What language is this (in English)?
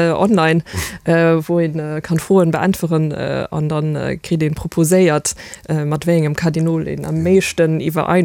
Luxembourgish